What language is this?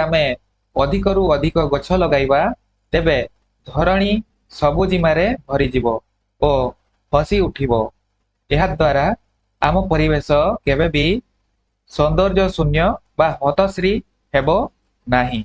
Odia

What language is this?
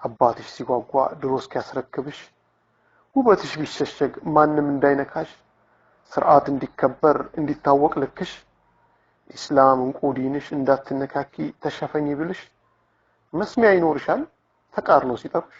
Amharic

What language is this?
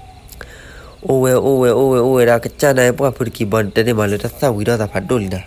S'gaw Karen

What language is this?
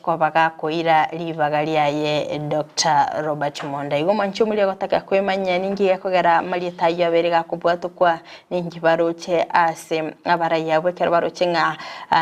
Gusii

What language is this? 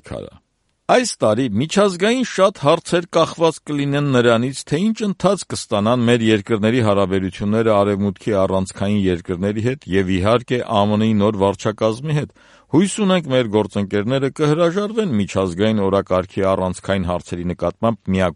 Armenian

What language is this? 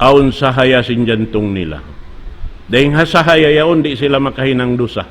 Tausug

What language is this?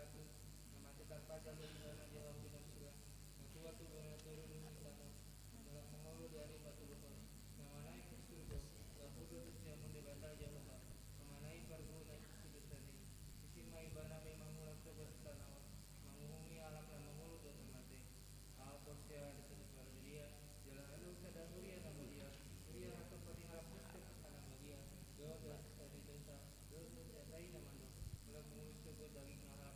Batak Toba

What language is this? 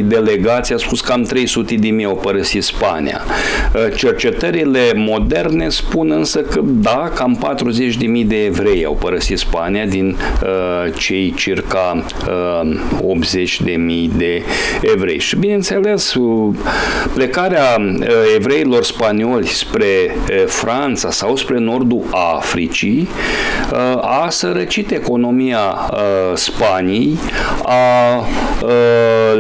Romanian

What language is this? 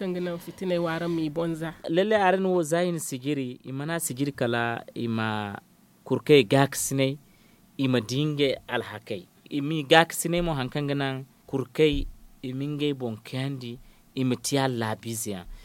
Zarma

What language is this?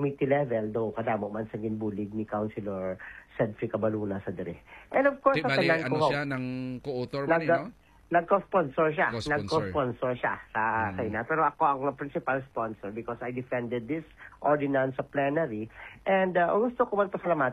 Hiligaynon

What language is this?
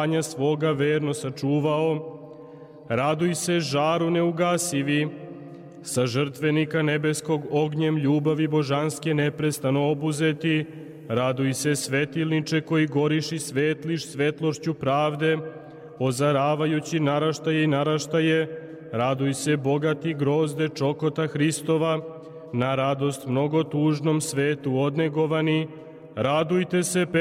Serbian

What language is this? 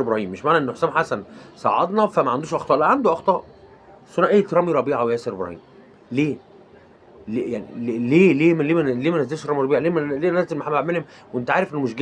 Egyptian Arabic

